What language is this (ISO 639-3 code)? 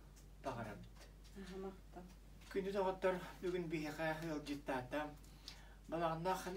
sah